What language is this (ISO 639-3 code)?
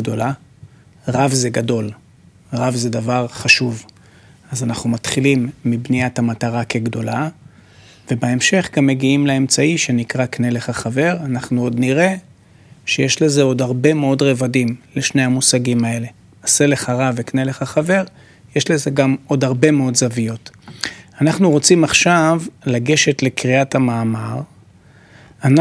heb